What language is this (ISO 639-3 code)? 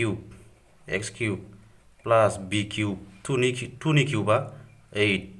brx